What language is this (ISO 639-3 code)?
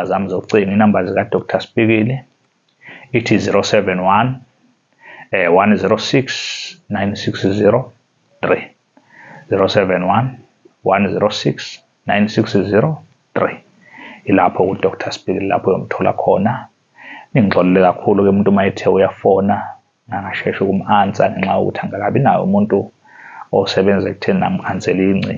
zul